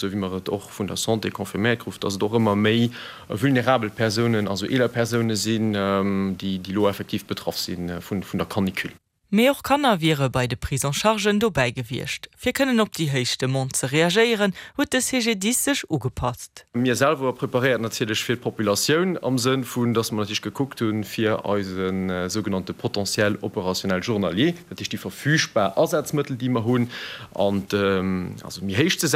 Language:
Luxembourgish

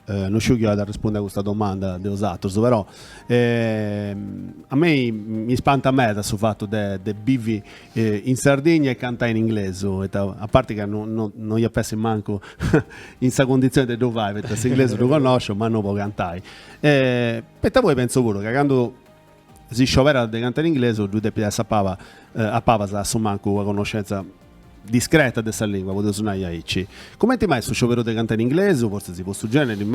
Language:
Sardinian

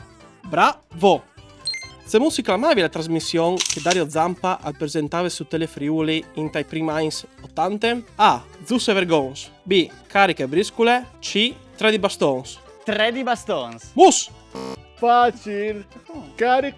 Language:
Friulian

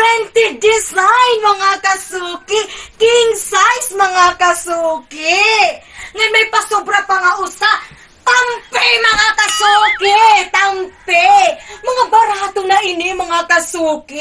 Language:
Waray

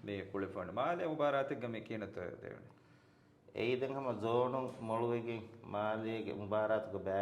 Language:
Divehi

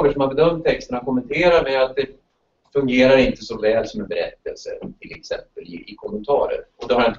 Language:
Swedish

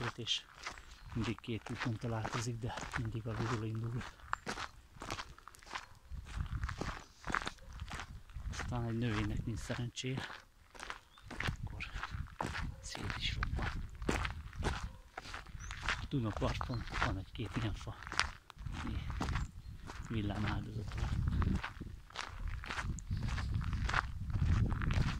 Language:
Hungarian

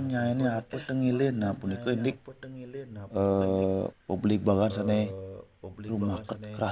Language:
Balinese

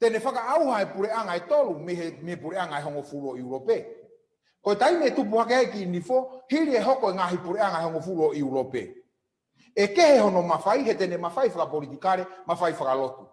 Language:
Tongan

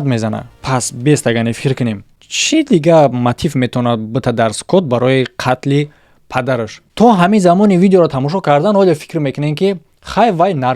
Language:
Tajik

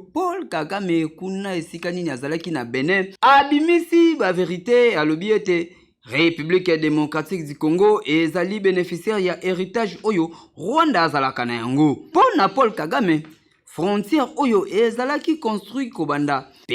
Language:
Lingala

